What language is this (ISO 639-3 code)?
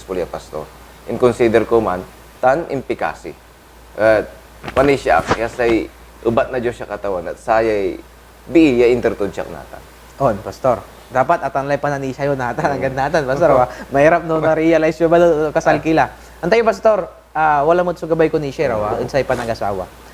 pag